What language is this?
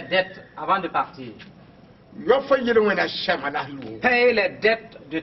Mossi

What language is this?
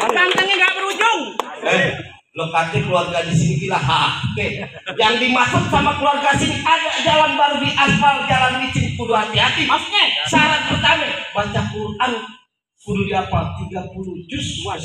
Betawi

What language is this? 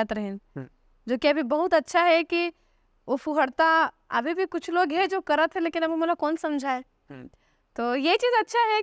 Chhattisgarhi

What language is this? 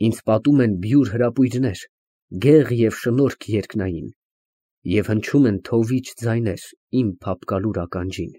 Armenian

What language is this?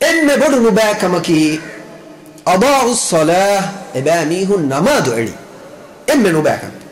Divehi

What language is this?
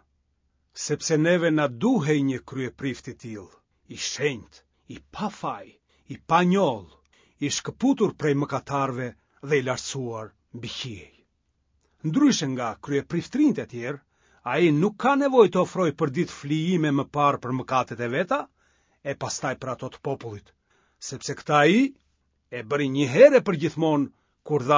Albanian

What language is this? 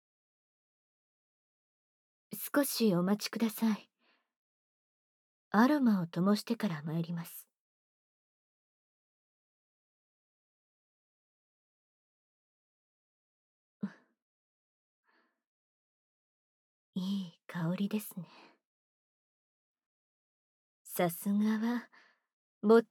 Japanese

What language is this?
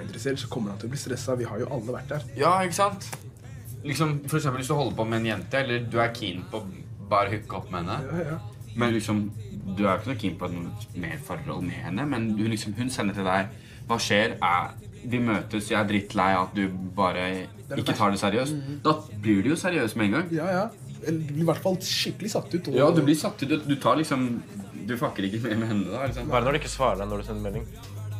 Norwegian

